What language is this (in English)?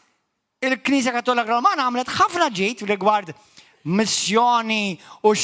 Maltese